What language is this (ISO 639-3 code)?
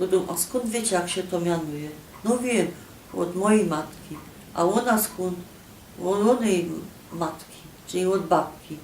szl